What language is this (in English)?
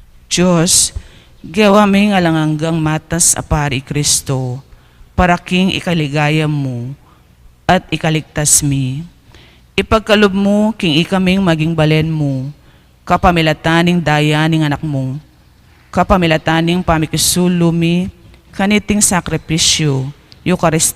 Pampanga